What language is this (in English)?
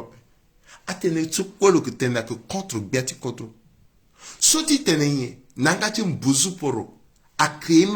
Sango